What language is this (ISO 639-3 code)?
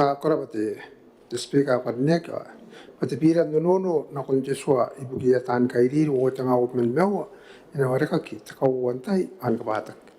gil